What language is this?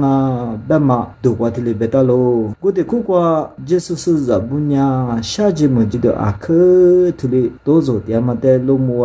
Lisu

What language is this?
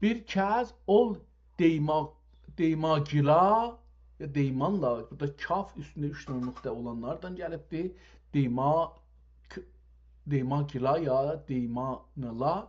South Azerbaijani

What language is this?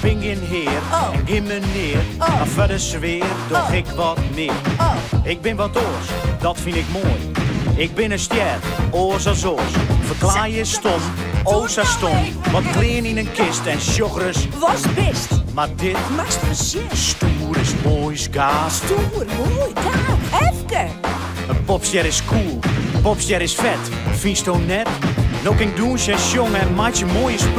Western Frisian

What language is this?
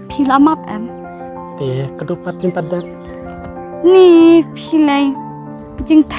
Khasi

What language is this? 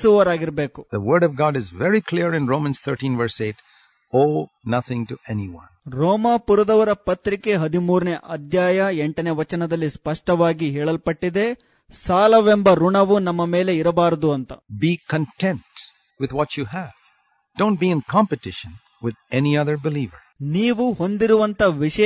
Kannada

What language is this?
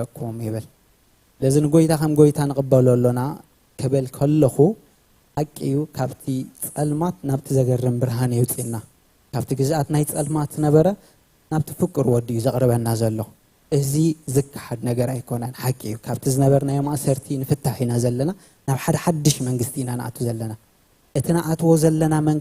Tigrinya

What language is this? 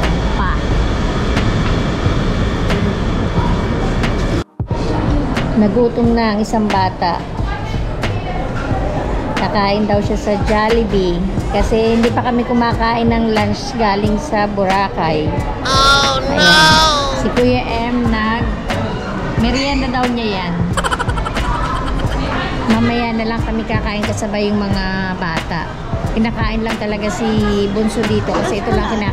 Filipino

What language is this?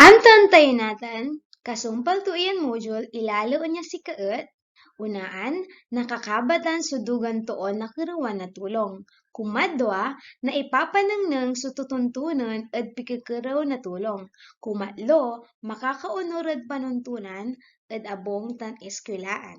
Pangasinan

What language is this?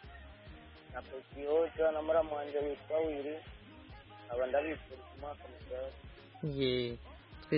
Kinyarwanda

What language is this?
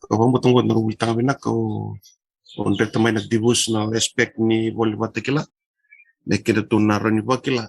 Fijian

